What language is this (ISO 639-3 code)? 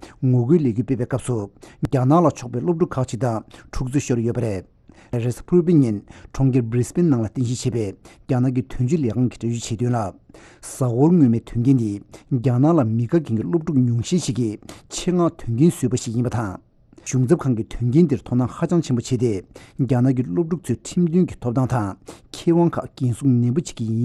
bod